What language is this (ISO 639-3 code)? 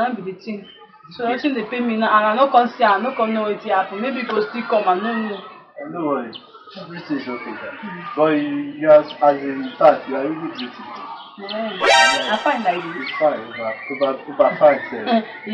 pcm